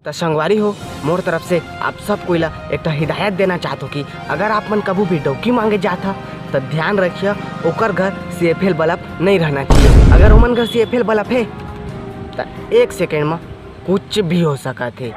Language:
Chhattisgarhi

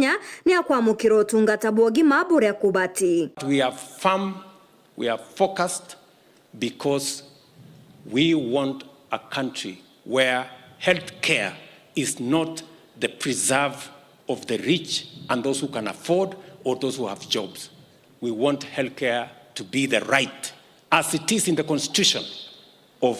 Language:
Meru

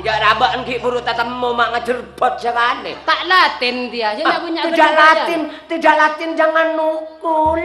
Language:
Madurese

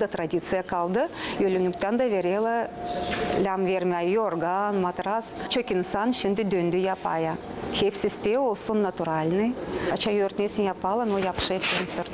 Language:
Gagauz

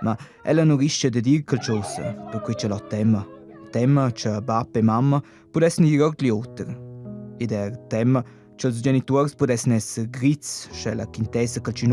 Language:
Romansh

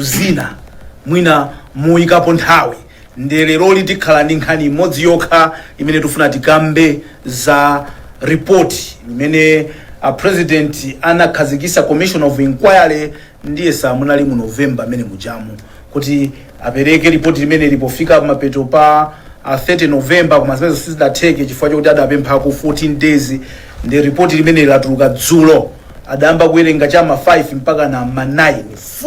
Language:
Nyanja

